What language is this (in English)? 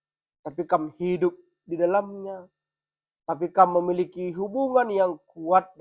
Batak Karo